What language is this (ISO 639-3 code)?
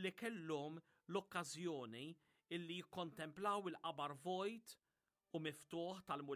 mlt